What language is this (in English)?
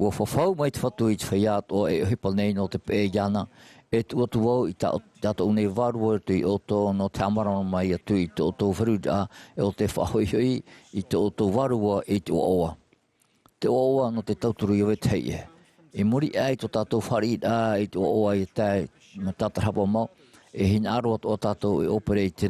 Tahitian